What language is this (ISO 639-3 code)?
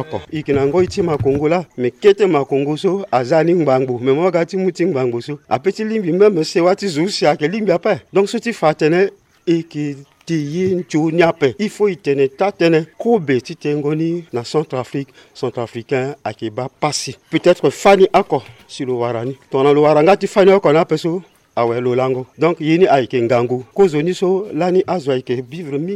sag